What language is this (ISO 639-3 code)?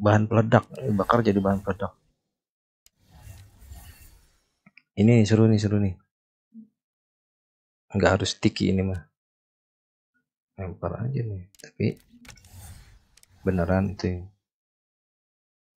ind